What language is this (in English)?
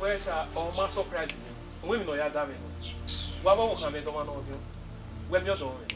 Bini